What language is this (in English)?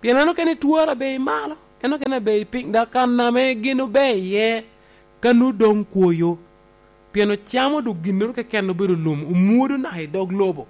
Lango (Uganda)